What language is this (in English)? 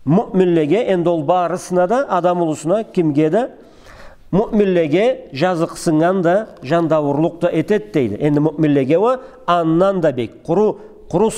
Karachay-Balkar